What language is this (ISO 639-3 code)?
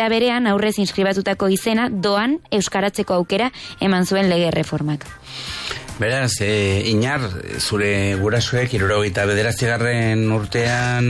eus